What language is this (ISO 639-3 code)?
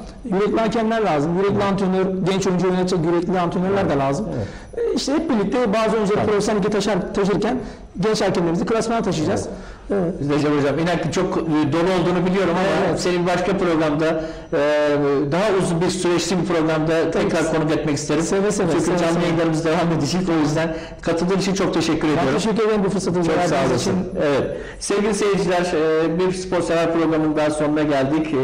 tur